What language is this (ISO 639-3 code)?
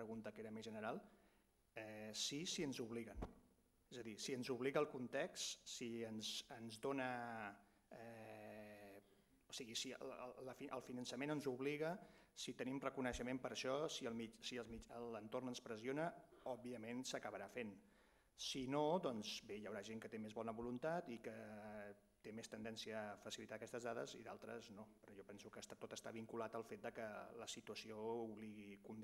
cat